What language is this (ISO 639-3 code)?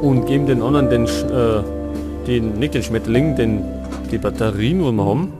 bar